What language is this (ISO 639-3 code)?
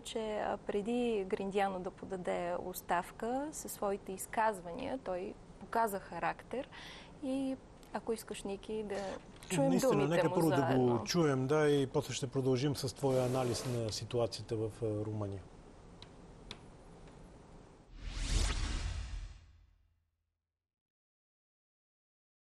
bul